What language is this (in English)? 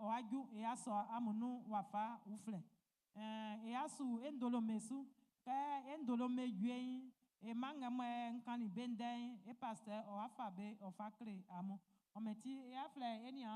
Baoulé